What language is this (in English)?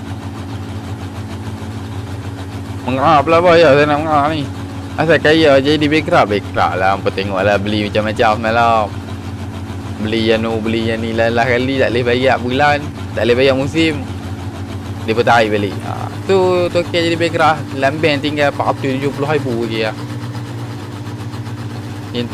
Malay